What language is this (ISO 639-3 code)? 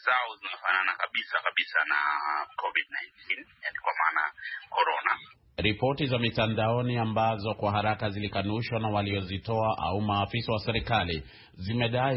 swa